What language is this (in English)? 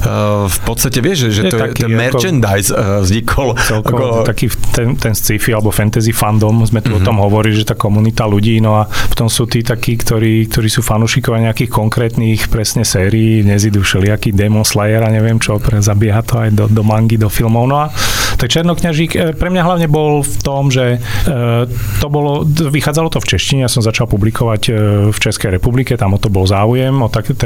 Slovak